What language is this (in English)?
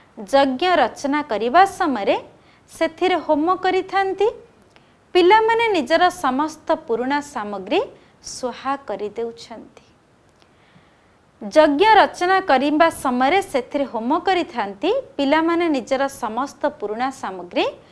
Odia